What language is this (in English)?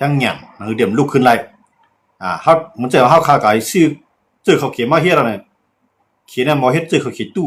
Shan